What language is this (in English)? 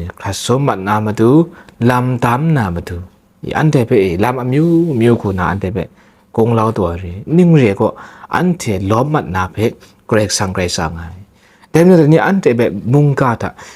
Kachin